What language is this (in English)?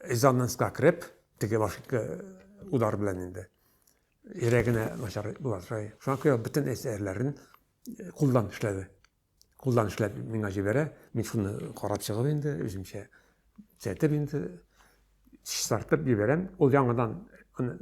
Tatar